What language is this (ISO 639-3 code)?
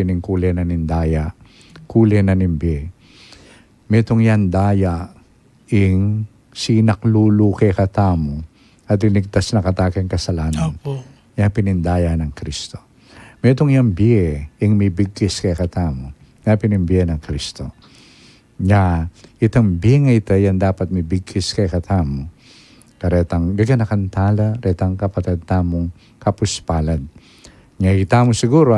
pam